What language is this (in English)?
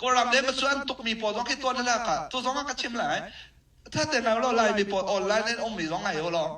Hakha Chin